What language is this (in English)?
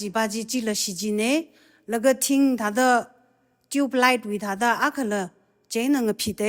Tangkhul Naga (India)